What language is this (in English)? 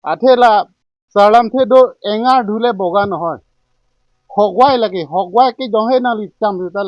Karbi